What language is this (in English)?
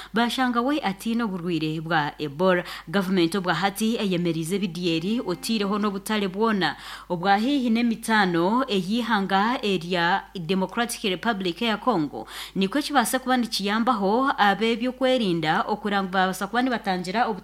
Nyankole